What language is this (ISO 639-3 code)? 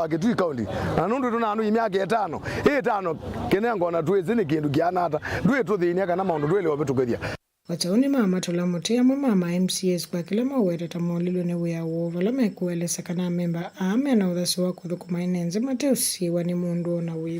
kam